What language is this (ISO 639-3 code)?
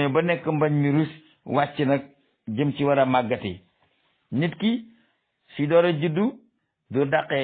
wol